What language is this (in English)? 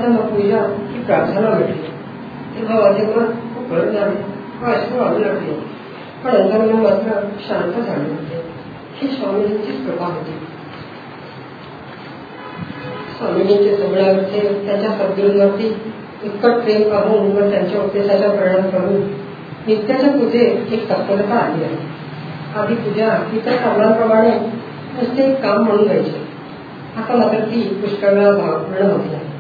Marathi